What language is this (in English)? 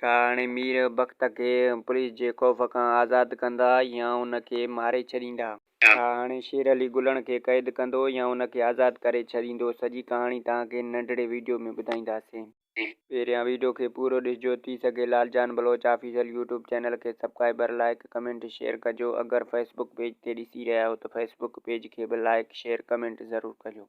Sindhi